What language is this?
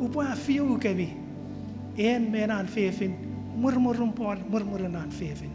Chuukese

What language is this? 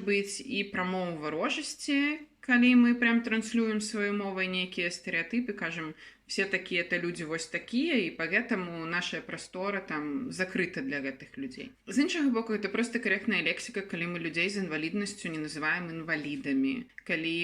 Belarusian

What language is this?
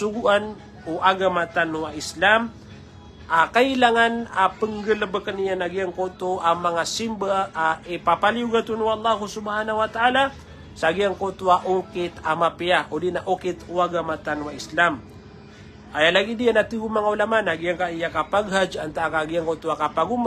Maranao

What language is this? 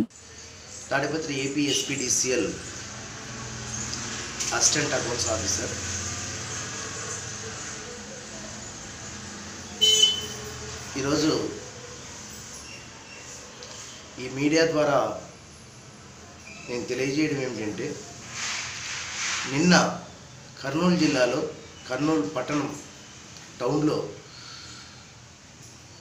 Telugu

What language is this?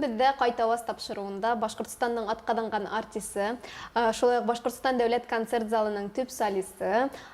Bashkir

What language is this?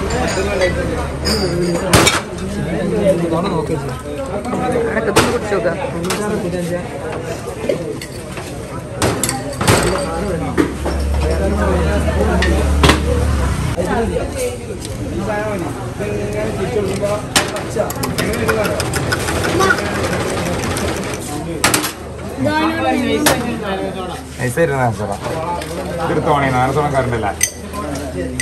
Malayalam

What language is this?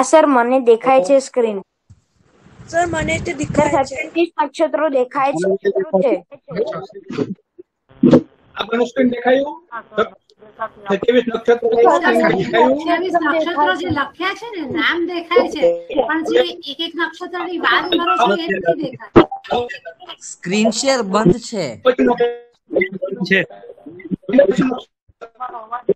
Gujarati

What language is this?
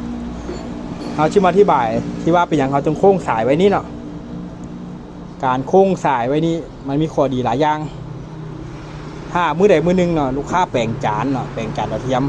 Lao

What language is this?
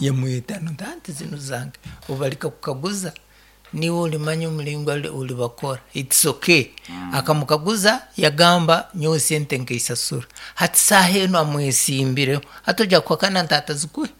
Nyoro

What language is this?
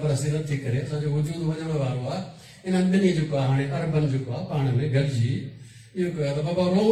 Sindhi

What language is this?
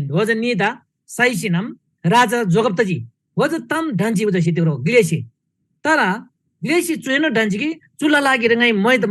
Eastern Tamang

